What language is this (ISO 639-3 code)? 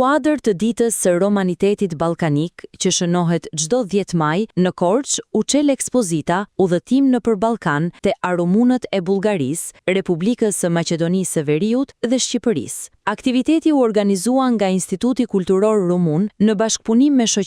sqi